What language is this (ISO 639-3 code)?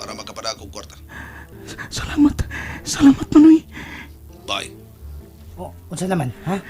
ceb